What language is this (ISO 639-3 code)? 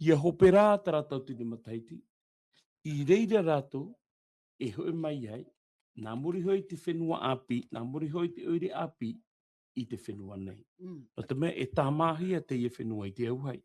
tah